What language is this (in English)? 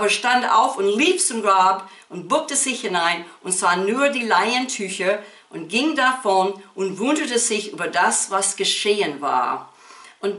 German